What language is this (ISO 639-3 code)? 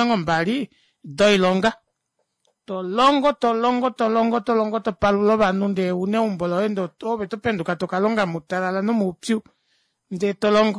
kua